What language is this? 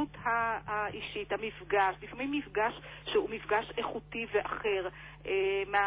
Hebrew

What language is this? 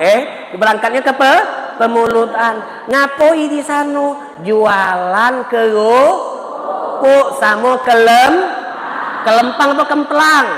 Musi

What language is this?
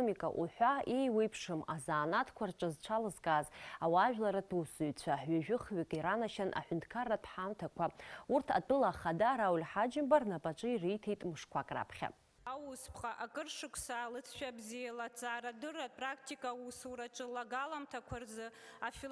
Abkhazian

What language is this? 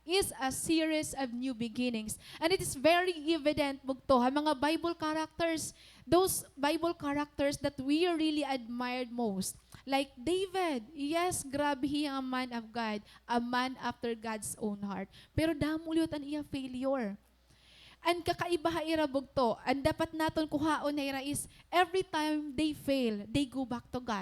Waray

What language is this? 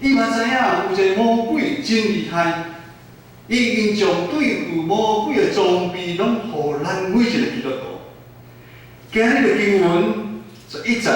Min Nan Chinese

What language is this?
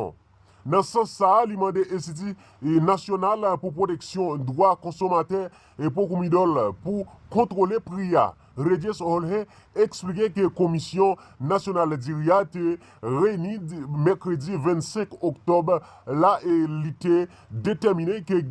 Haitian Creole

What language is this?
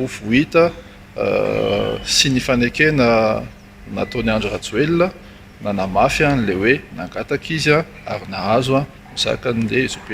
Malagasy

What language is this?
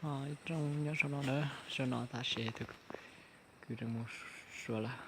Hmong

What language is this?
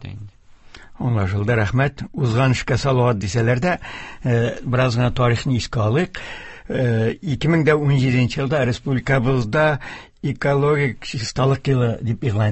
Tatar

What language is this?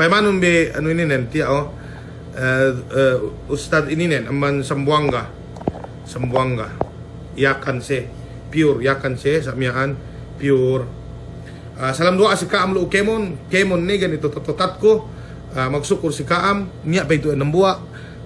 Yakan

